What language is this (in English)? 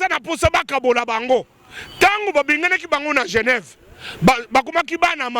Lingala